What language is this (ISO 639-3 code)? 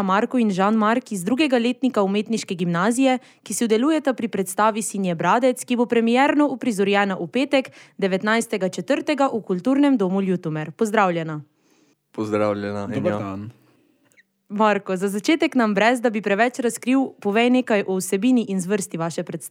slv